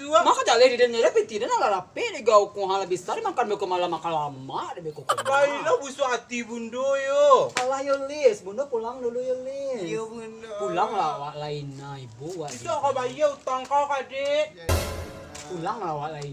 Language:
Minangkabau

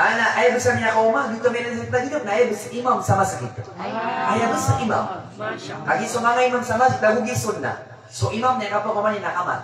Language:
Maranao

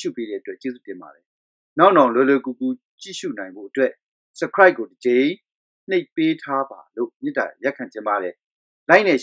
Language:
Burmese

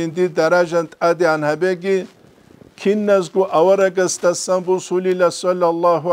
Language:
Avaric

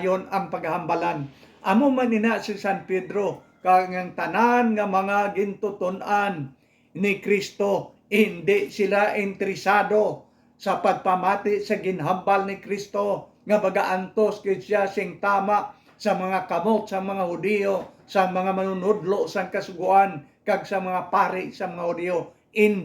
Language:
Hiligaynon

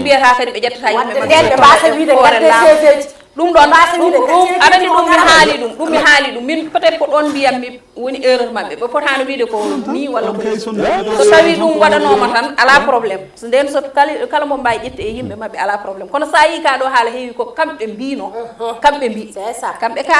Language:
Fula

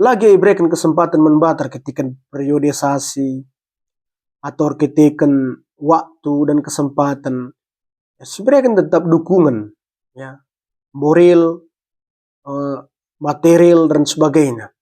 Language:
Batak Karo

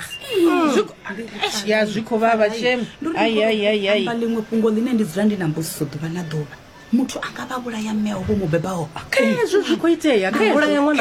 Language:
Venda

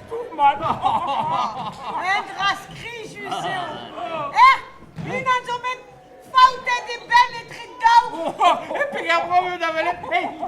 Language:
Breton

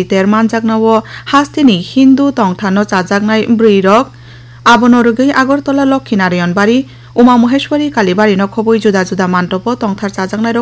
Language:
Kok Borok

